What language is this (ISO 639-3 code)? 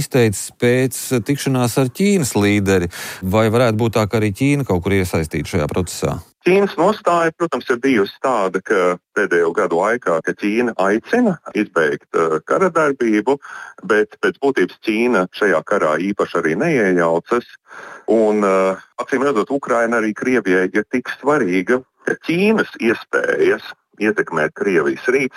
lav